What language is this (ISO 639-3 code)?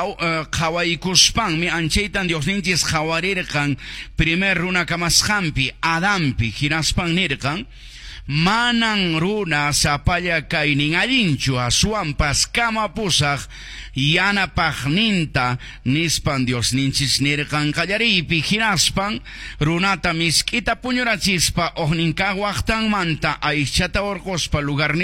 que